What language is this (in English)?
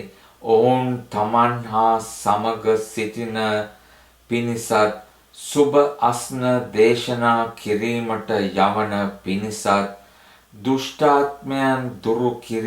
Sinhala